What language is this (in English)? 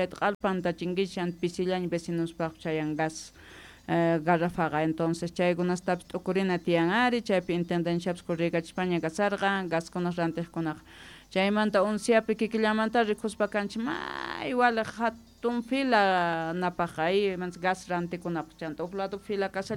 Quechua